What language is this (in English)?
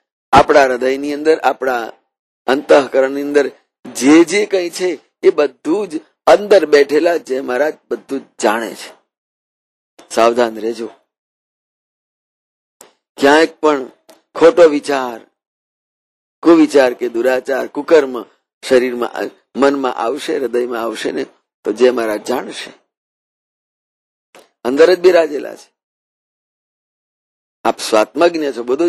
Gujarati